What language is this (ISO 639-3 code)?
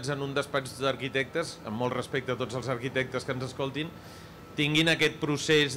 cat